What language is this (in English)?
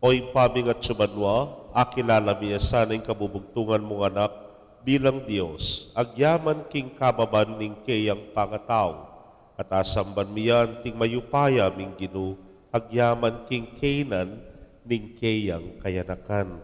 Pampanga